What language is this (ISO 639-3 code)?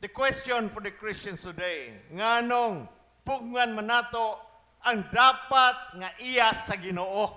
ceb